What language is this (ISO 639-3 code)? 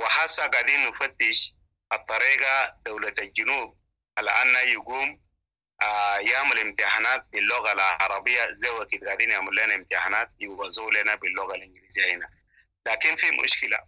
apd